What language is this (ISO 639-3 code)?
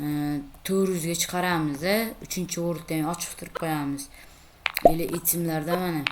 uzb